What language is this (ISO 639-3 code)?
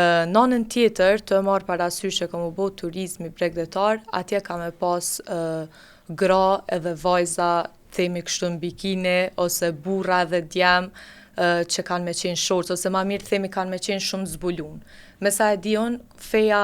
sqi